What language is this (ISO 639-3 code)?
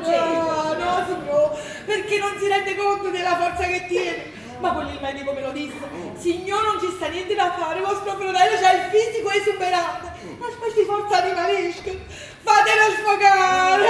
nap